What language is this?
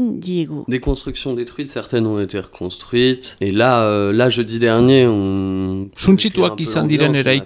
Basque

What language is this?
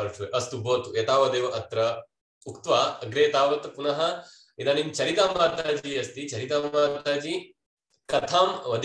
Sanskrit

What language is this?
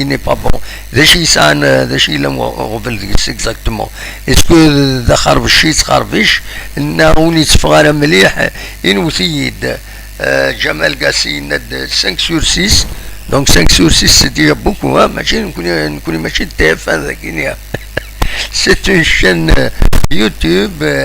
Kabyle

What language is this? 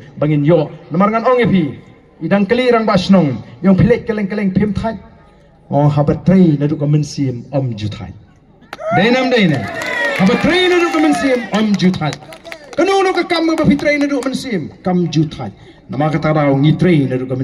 Khasi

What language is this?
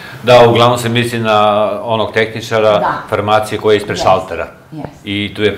Serbian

